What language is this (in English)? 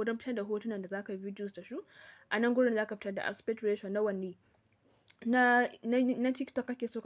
Hausa